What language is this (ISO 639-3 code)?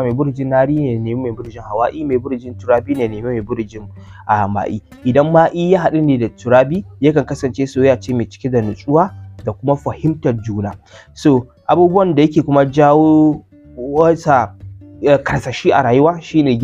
hau